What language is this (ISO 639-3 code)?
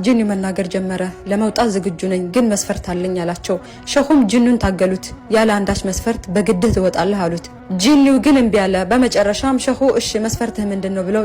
amh